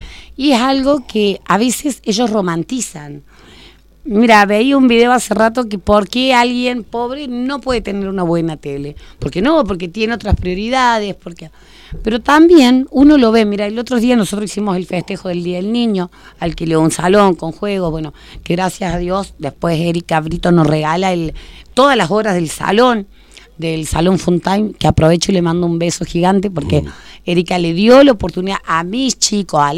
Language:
Spanish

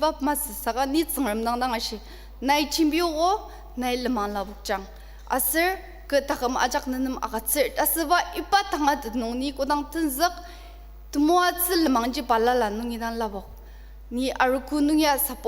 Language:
Ao Naga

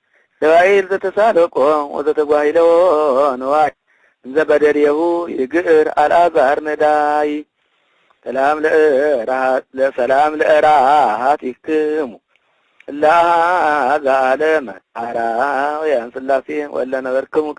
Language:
Geez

